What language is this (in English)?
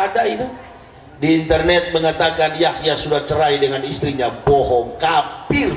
Indonesian